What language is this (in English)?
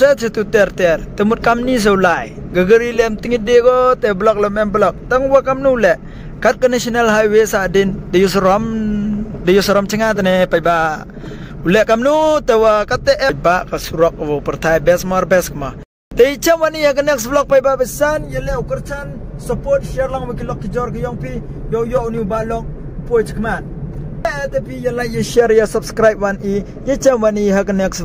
Khasi